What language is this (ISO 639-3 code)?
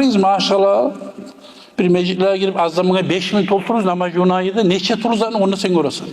kum